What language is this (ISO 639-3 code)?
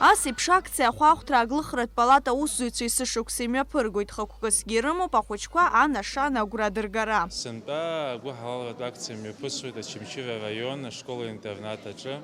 abk